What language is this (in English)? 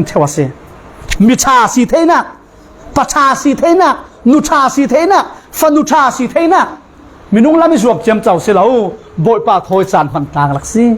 Falam Chin